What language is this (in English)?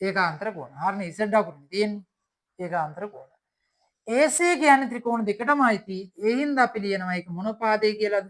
Sinhala